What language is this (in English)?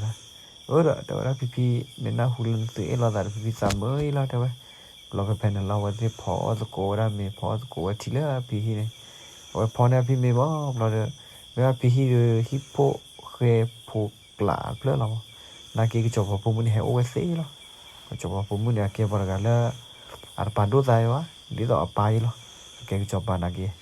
S'gaw Karen